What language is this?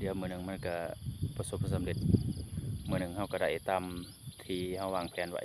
Lao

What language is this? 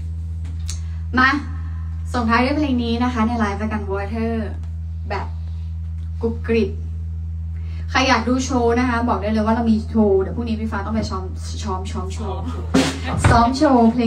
Thai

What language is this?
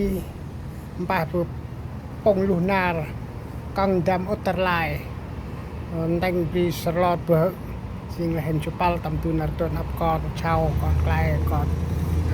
Central Mnong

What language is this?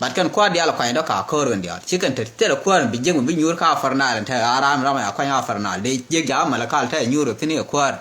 Nuer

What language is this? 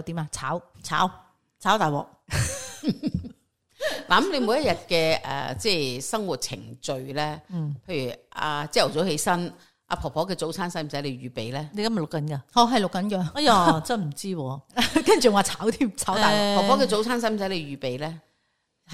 Cantonese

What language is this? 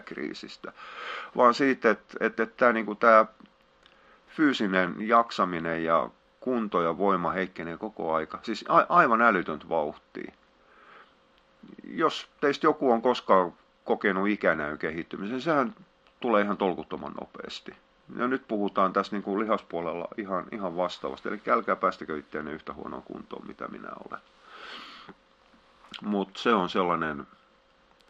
Finnish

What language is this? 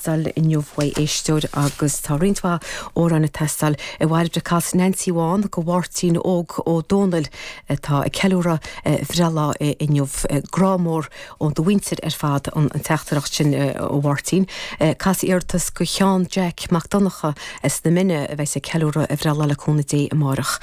Irish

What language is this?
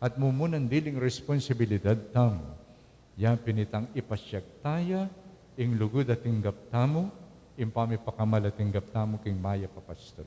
Pampanga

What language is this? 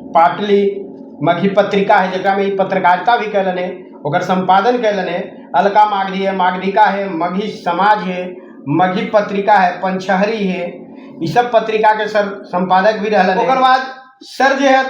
Magahi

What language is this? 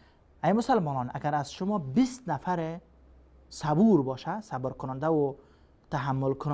Persian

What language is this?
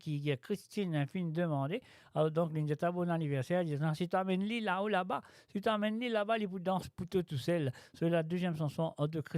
Morisyen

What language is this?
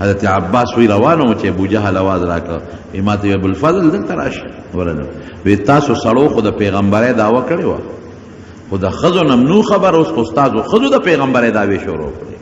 Pashto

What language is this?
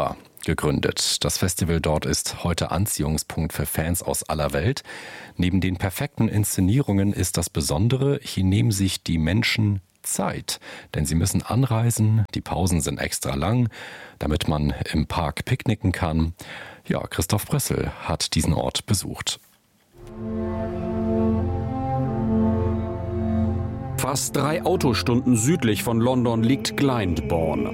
German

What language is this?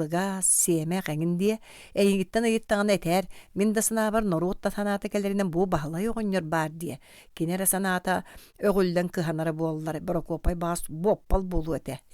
Yakut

